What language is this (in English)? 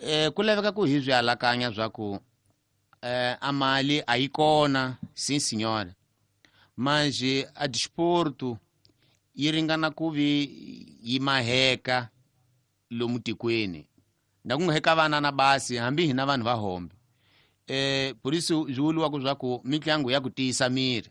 Tsonga